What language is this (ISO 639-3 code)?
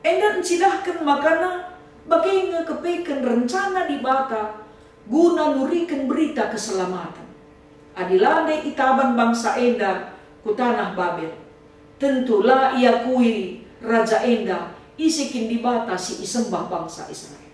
btx